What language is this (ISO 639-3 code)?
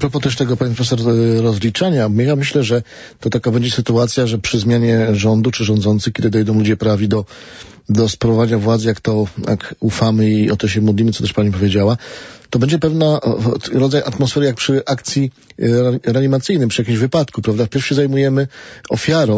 pol